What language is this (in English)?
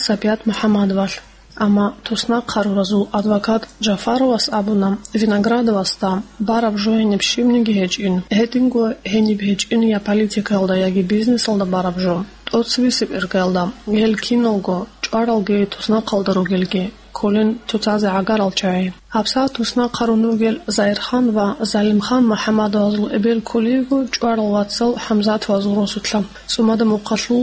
Avaric